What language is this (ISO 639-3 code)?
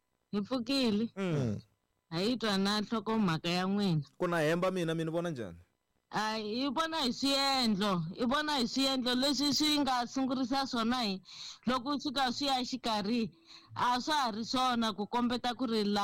tso